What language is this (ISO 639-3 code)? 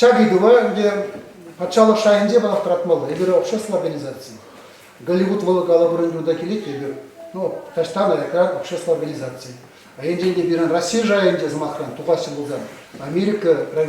chv